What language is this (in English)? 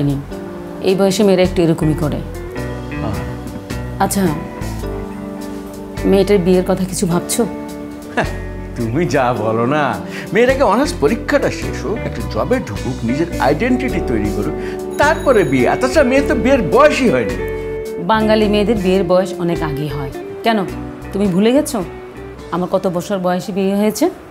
Bangla